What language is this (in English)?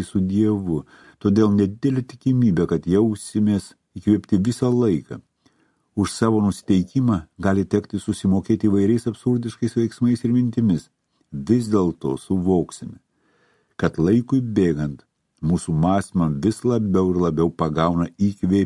Lithuanian